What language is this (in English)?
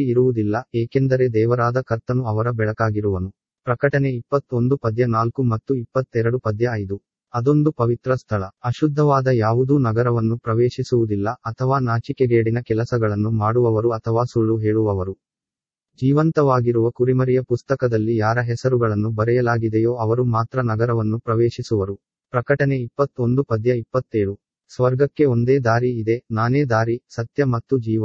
Kannada